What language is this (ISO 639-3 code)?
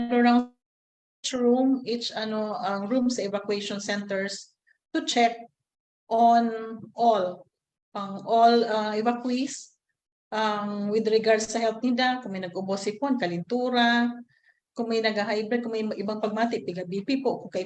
bik